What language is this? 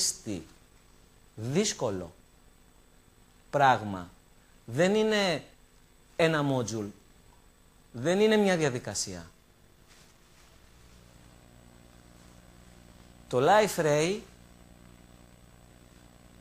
Greek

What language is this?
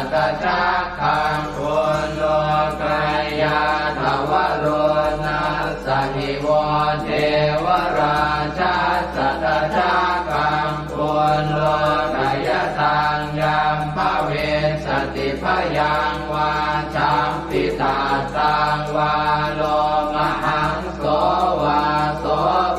Pali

